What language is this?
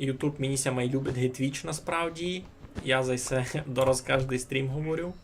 Rusyn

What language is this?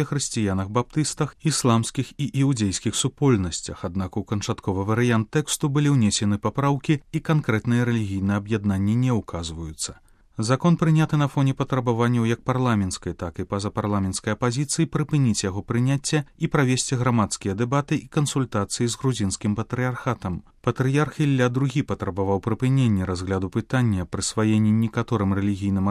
Belarusian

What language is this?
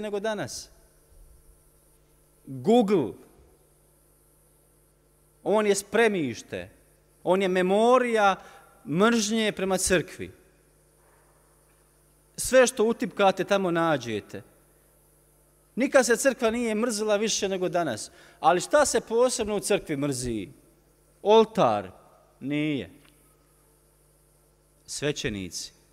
Croatian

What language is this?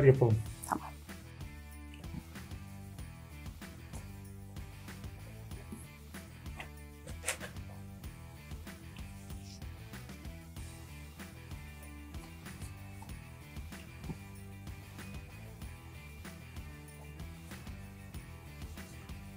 Turkish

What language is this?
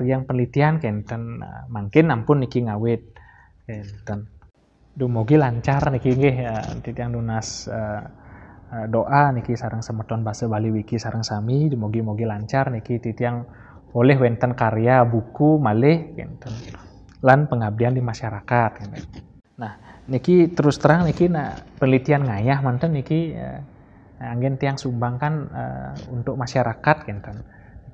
Balinese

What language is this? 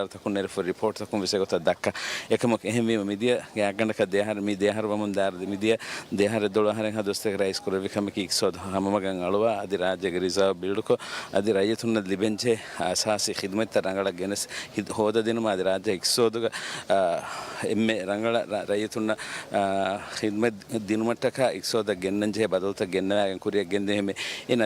Divehi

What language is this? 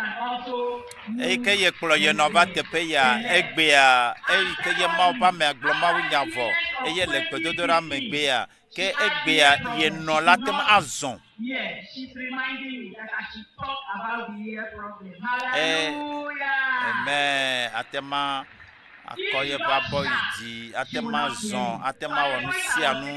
Ewe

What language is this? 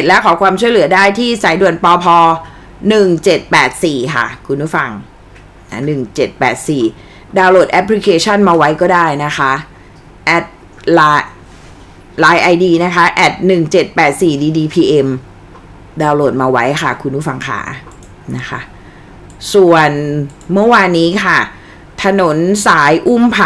Thai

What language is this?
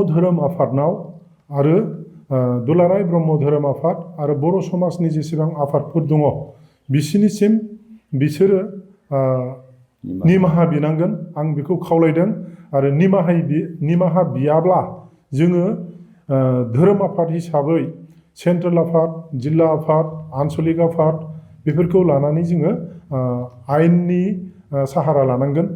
Bodo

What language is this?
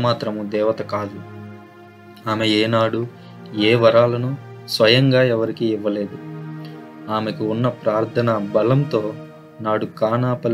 Telugu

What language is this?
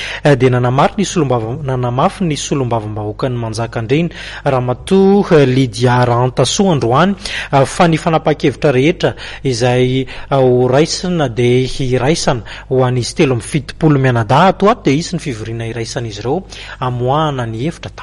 Malagasy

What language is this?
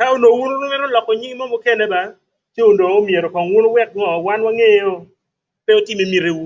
Acoli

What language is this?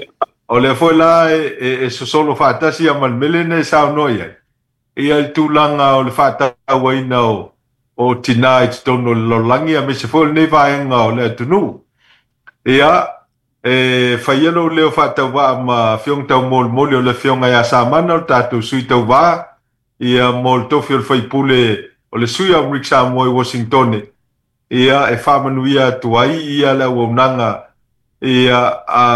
Samoan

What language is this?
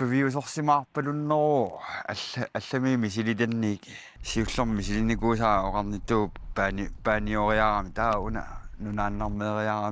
Kalaallisut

